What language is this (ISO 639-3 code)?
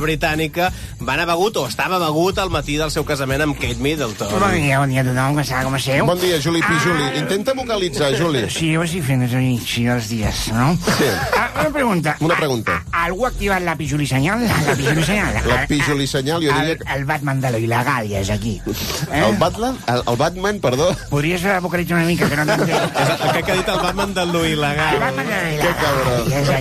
cat